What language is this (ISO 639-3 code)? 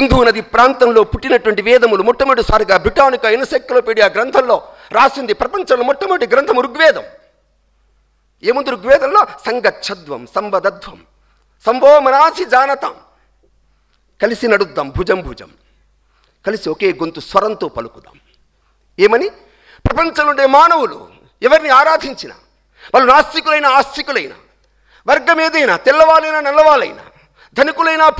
tel